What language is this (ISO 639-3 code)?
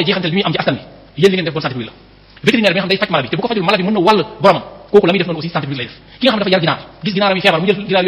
wol